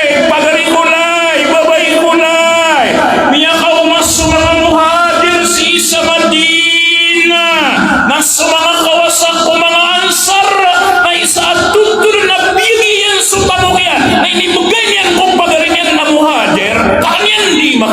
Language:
Maranao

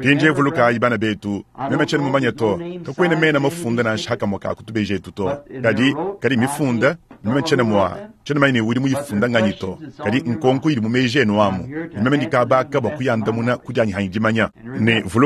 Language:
Luba-Lulua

